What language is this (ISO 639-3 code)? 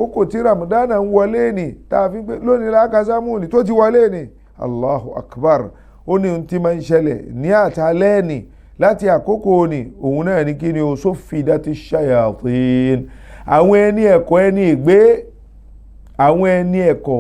yor